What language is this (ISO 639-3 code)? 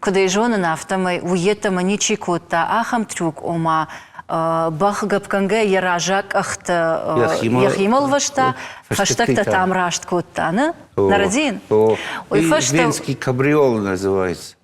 oss